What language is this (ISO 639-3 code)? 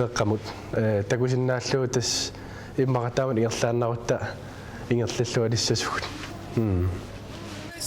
kal